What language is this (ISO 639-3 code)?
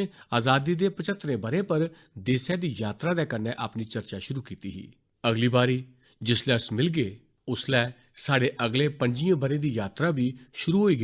doi